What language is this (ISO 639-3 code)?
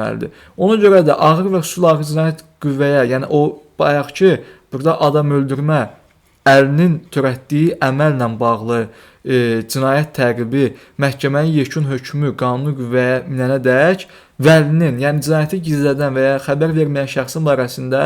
aze